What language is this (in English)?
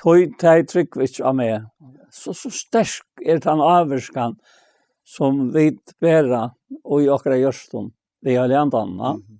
Faroese